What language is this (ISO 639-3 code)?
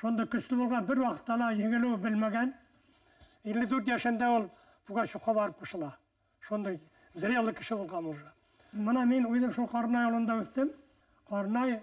bak